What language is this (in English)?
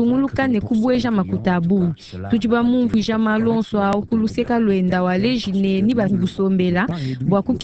Luba-Lulua